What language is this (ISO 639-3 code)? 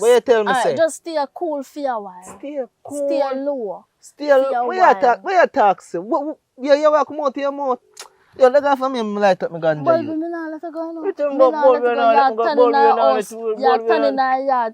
jam